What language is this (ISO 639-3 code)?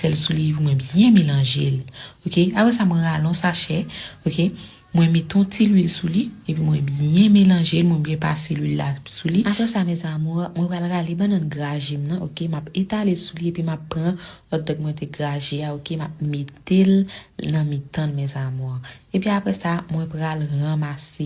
hat